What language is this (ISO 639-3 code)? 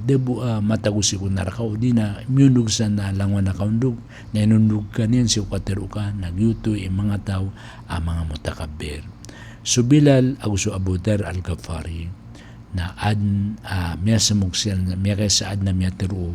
mrw